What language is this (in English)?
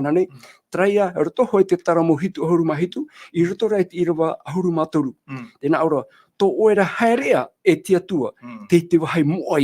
Tahitian